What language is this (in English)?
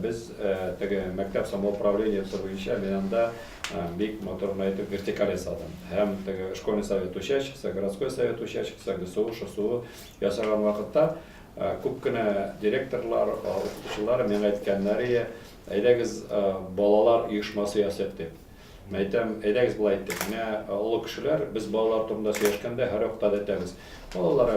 Tatar